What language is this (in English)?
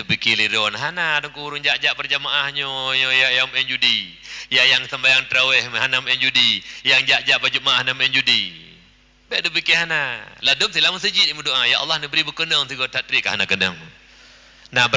Achinese